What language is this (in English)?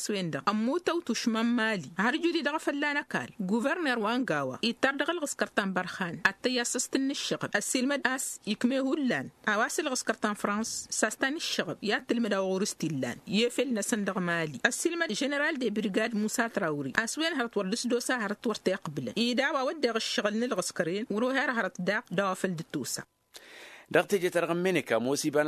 Tamasheq